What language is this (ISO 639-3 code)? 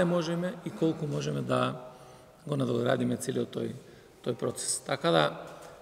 mkd